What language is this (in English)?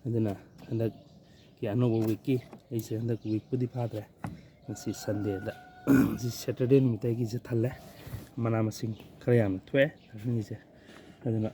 Manipuri